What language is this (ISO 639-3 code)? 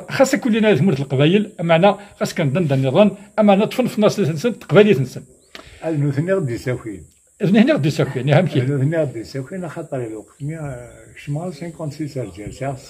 kab